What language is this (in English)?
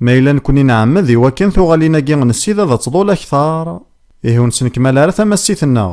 Kabyle